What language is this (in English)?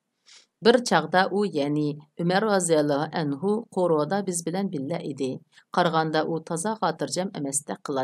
Uyghur